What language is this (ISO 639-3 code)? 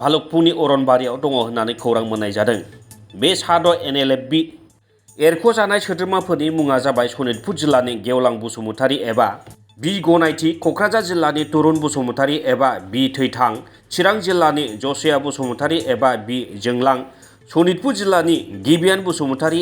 brx